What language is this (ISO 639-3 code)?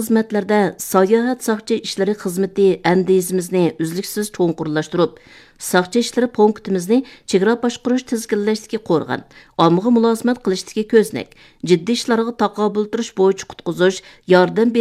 uig